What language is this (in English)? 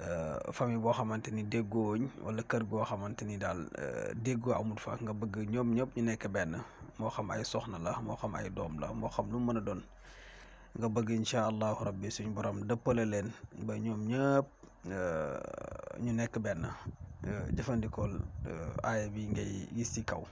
Wolof